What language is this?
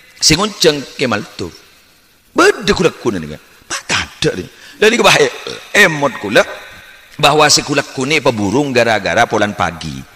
Madurese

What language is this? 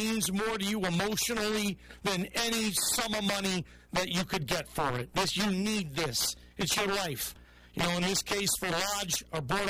English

